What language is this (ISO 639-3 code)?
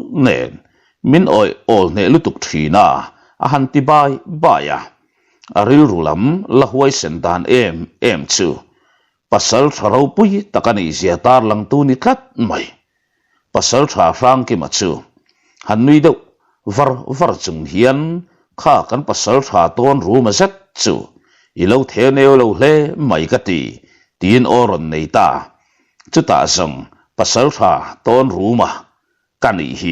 lus